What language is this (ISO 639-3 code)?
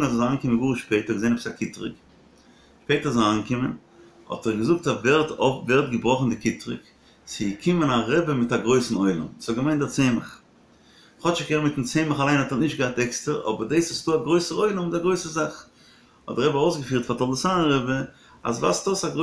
yid